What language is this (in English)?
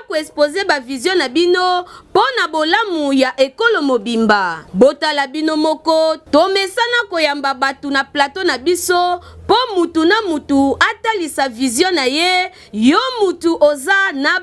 Lingala